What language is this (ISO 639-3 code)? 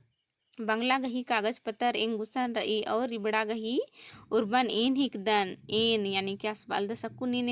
kru